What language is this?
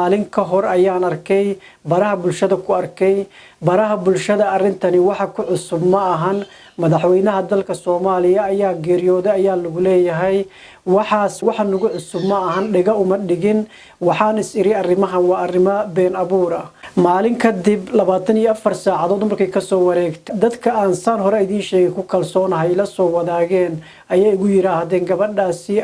Somali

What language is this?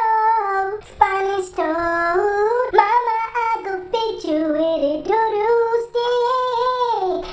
Jamaican Creole English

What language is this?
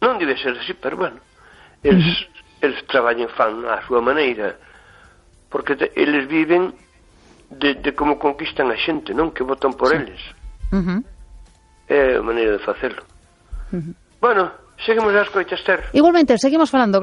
Galician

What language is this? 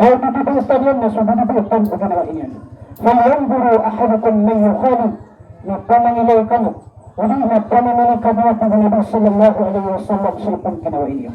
Maranao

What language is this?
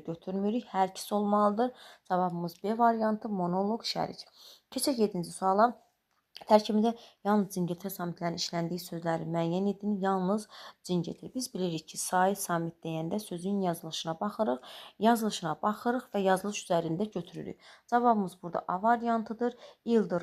Azerbaijani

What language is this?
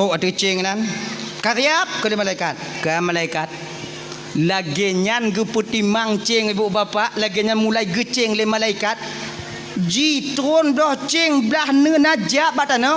Achinese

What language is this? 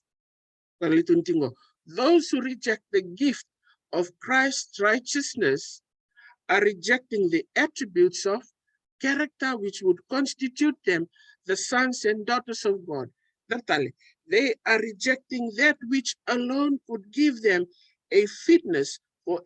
Fijian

